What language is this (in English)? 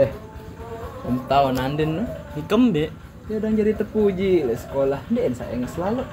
Sasak